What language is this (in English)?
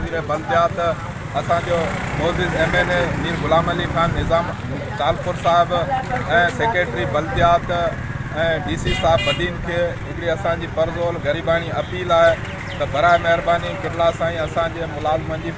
Sindhi